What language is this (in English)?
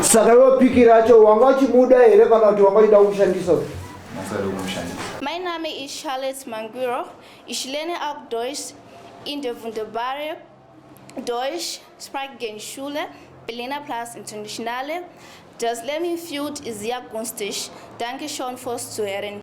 Shona